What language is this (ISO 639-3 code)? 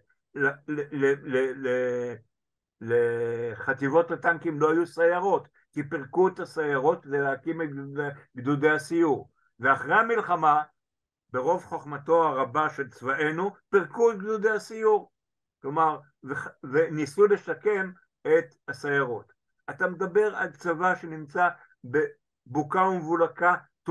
heb